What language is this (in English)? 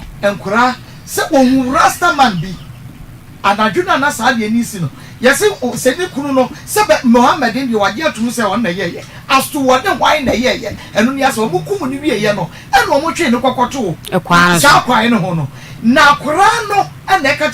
Akan